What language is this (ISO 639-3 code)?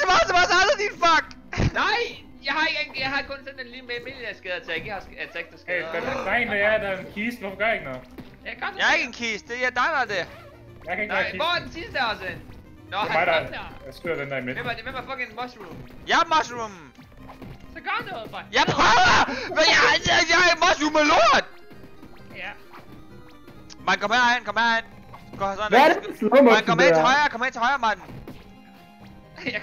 dan